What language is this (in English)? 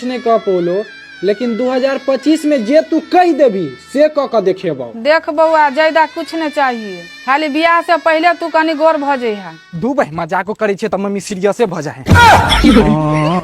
Maithili